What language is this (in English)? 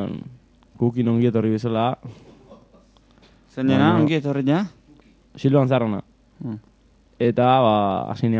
Basque